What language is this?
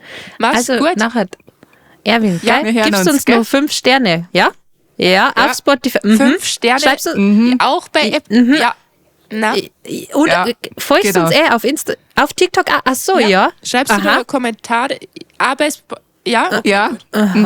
Bavarian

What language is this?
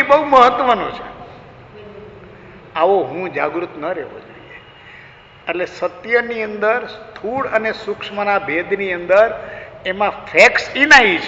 Gujarati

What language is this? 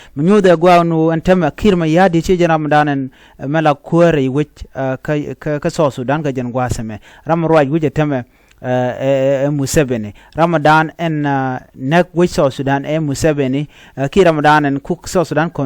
Nuer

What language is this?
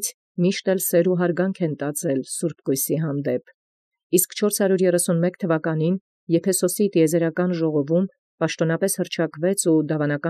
Armenian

